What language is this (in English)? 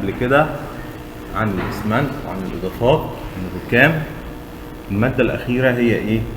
Egyptian Arabic